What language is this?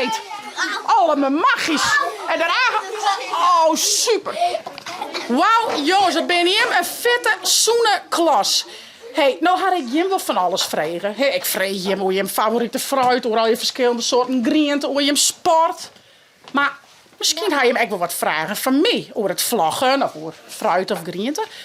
Western Frisian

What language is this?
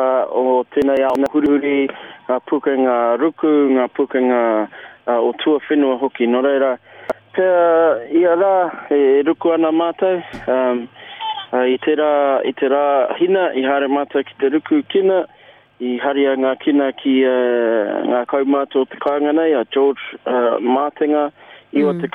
Māori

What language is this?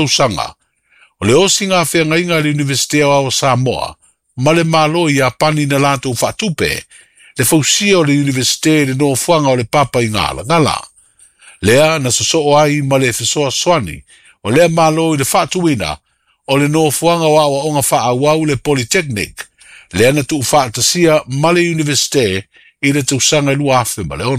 Samoan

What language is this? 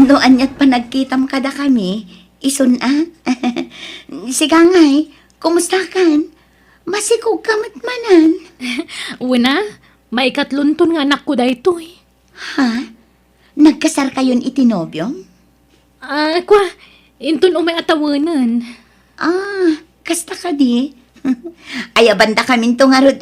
Iloko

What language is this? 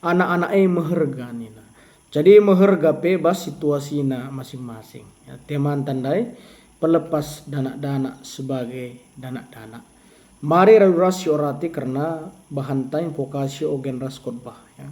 Batak Karo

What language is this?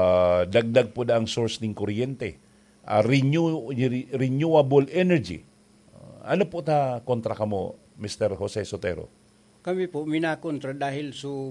Bikol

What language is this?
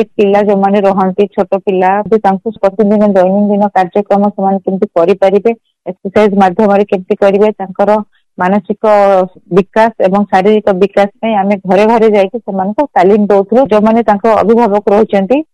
Odia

